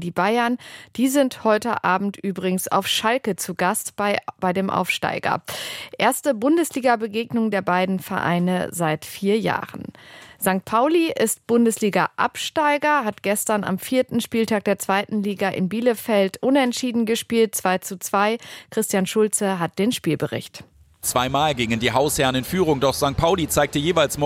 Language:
German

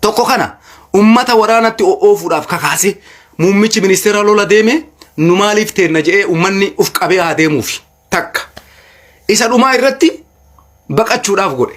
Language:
Oromo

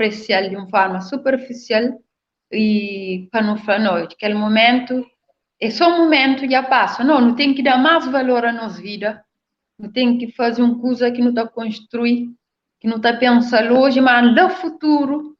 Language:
Kabuverdianu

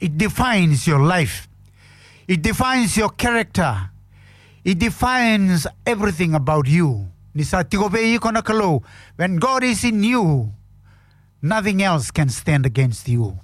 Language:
Fijian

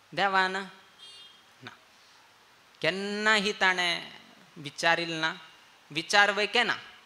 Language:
Konkani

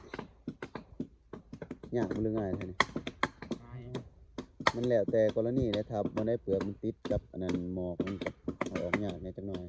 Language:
Lao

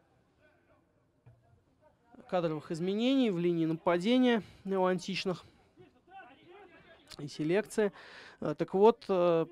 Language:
Russian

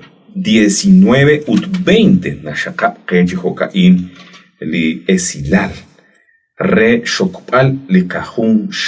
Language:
Kekchí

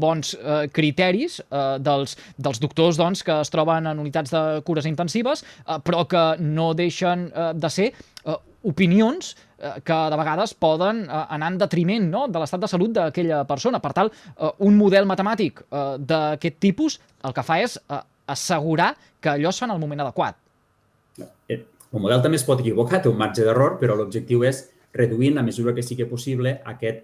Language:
Catalan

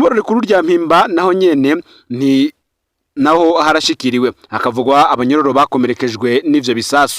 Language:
Rundi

